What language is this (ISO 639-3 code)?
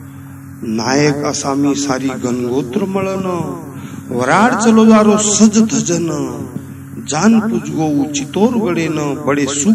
lmn